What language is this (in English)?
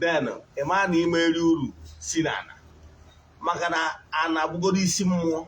Igbo